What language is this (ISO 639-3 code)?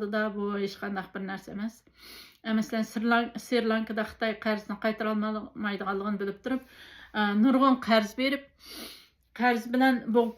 uig